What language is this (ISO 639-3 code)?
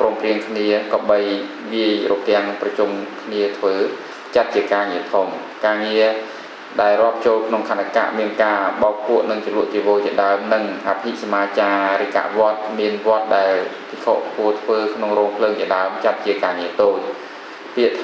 khm